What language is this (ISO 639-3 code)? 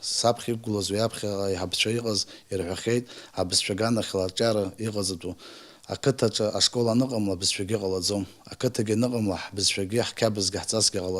abk